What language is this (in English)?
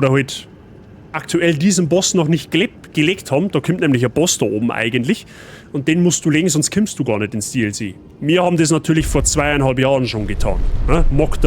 Bavarian